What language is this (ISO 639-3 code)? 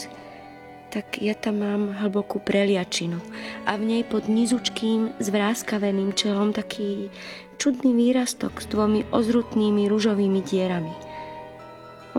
slk